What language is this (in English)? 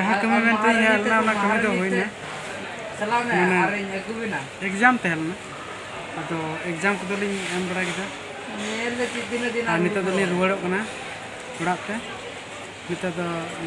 Santali